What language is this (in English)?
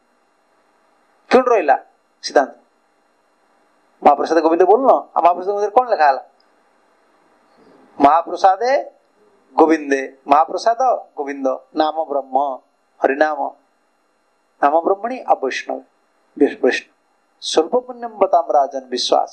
Odia